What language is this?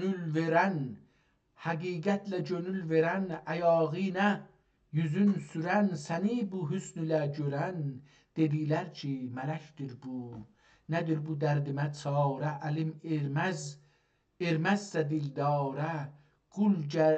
South Azerbaijani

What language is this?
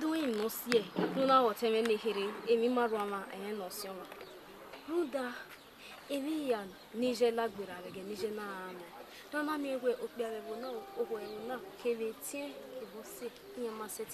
Bini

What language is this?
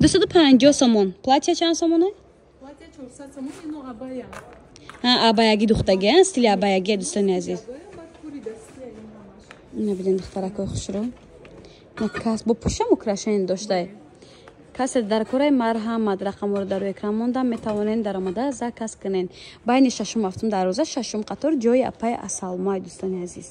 Tajik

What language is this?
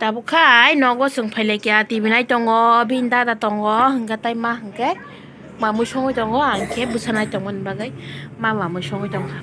Kok Borok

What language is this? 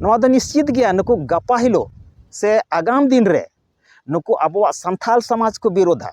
Santali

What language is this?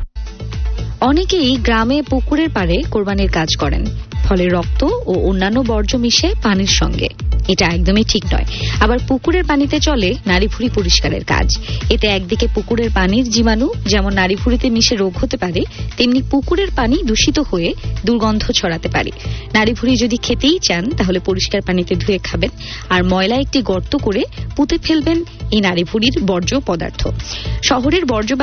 Bangla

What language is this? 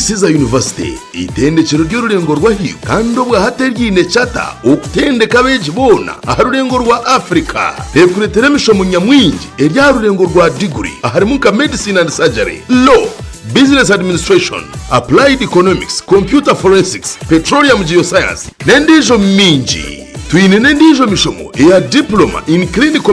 Nyankole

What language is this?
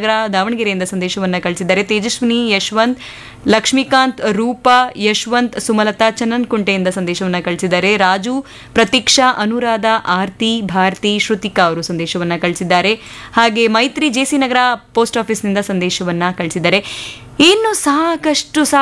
Kannada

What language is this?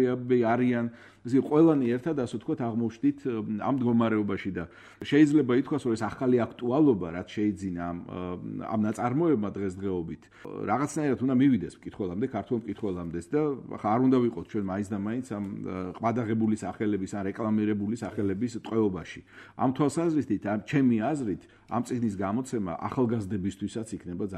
Georgian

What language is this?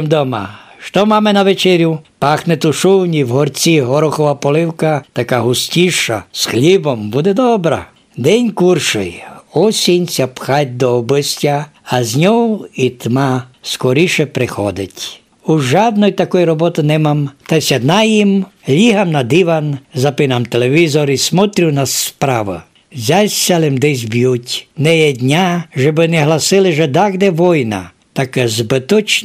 Rusyn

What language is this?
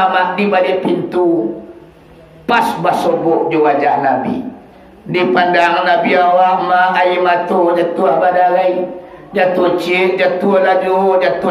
Minangkabau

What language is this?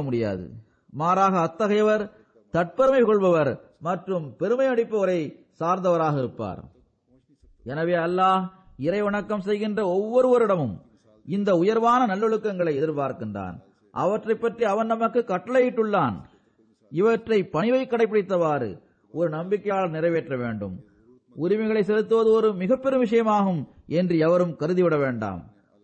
Tamil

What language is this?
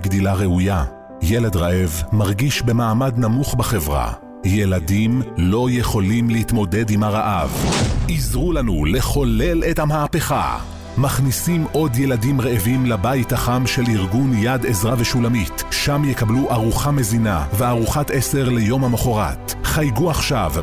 Hebrew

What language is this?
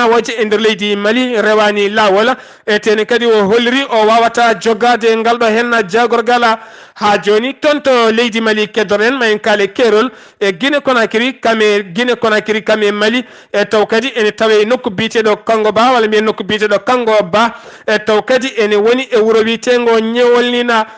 Fula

